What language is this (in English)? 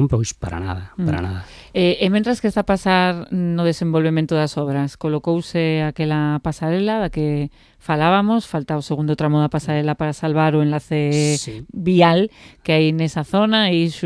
Galician